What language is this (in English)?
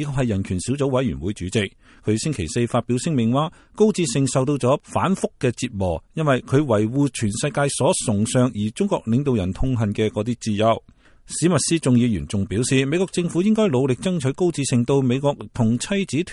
Cantonese